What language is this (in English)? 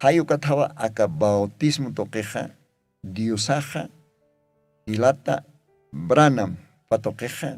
Aymara